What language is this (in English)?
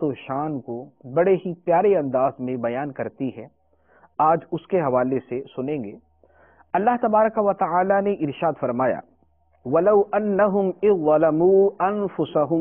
Urdu